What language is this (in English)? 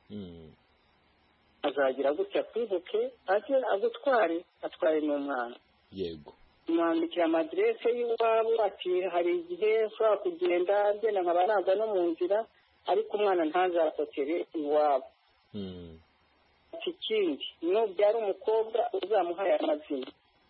Kinyarwanda